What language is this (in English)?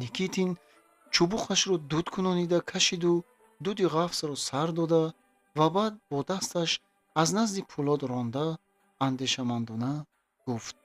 Tajik